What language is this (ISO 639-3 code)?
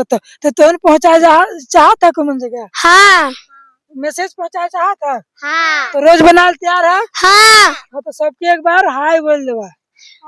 sck